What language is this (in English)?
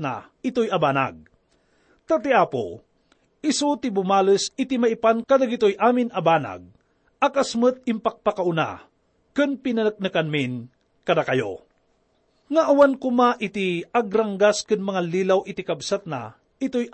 Iloko